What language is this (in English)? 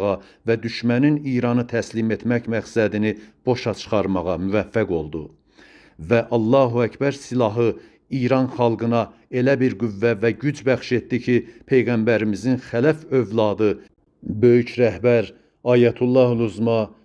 Azerbaijani